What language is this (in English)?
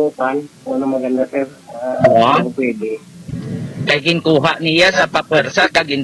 Hiligaynon